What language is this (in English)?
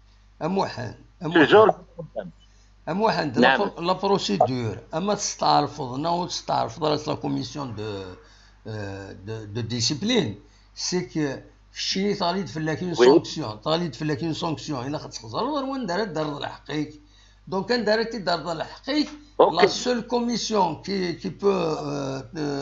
Kabyle